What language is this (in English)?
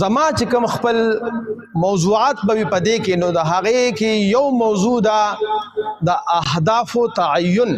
Pashto